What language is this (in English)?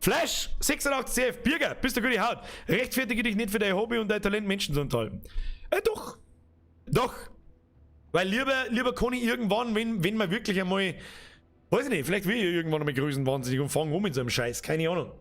Bavarian